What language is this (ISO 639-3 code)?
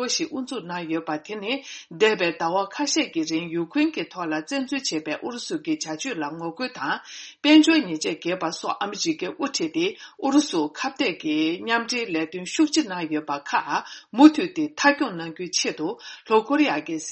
bod